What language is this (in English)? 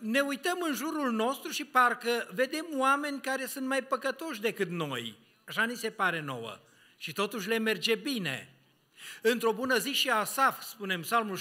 Romanian